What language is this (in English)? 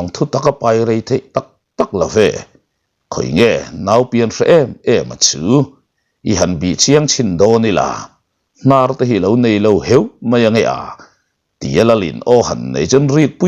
Mizo